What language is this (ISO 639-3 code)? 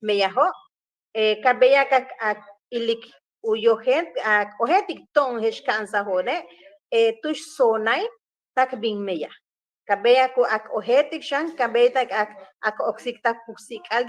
yua